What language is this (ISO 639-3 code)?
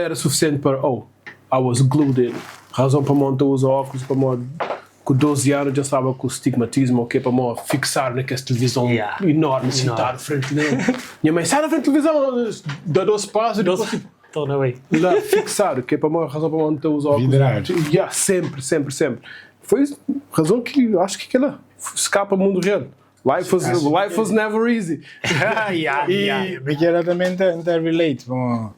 kea